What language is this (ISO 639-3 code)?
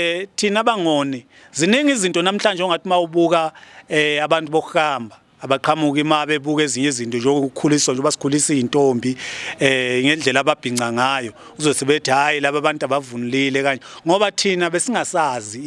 zul